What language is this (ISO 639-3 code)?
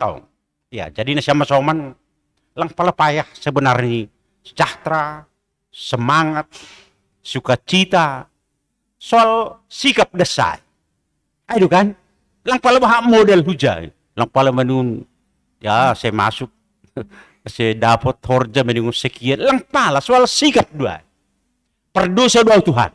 bts